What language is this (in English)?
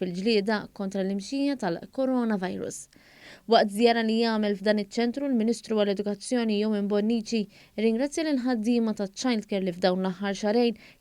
Maltese